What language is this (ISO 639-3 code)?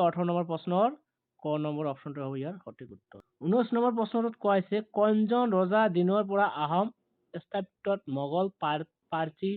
asm